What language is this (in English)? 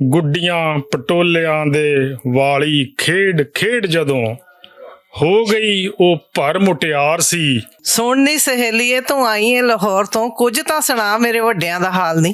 Western Panjabi